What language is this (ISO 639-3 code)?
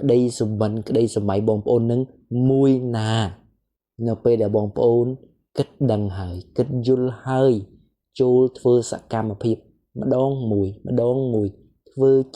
khm